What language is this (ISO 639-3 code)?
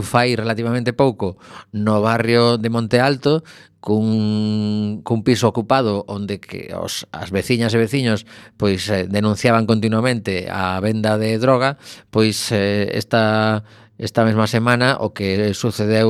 glg